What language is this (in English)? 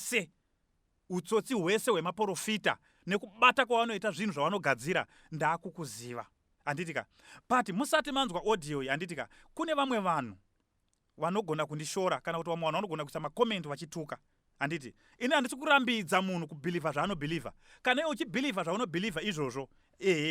Shona